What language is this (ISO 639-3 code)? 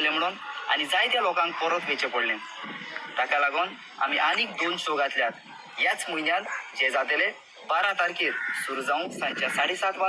kok